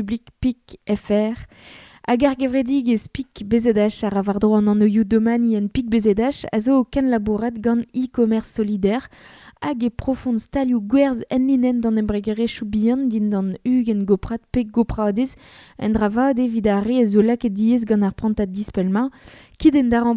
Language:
Breton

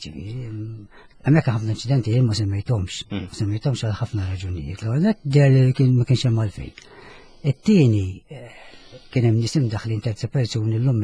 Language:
Maltese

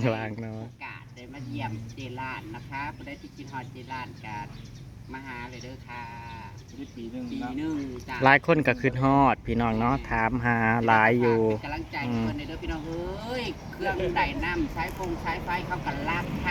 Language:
Northeastern Thai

